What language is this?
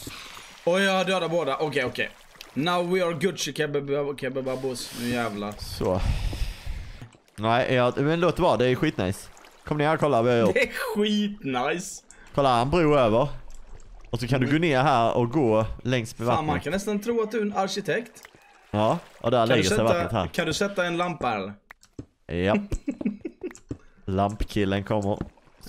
Swedish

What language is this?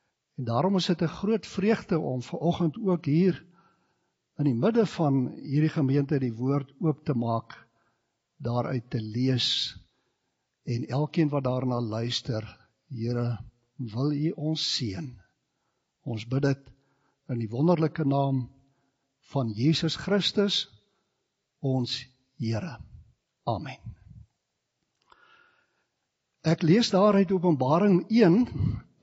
Afrikaans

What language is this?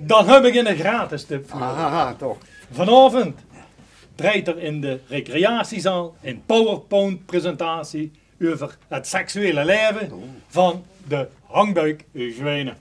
Limburgish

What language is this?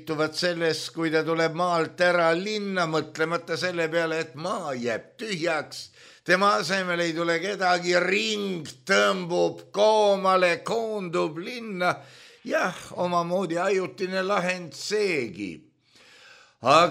Estonian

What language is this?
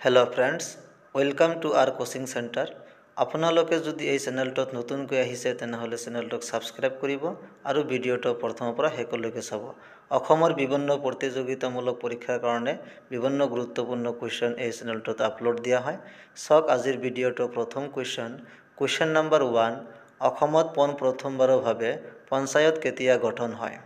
Assamese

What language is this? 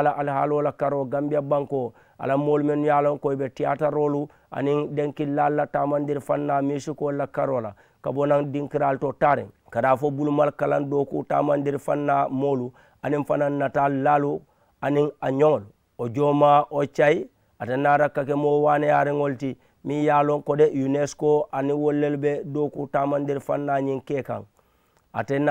Mandingo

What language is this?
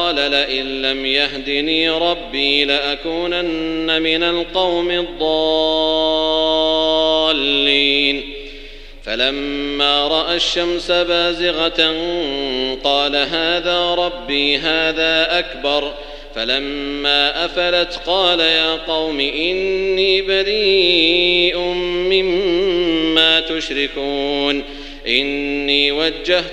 Arabic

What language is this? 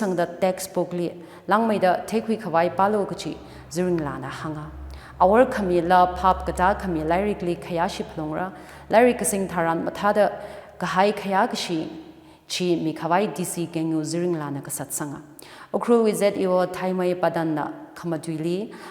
Tangkhul Naga (India)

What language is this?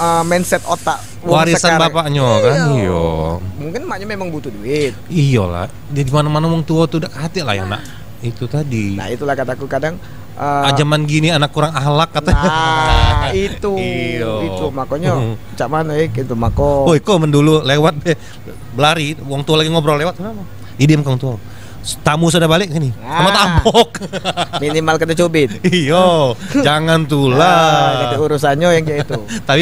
Musi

